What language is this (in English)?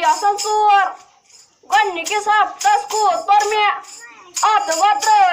Kashmiri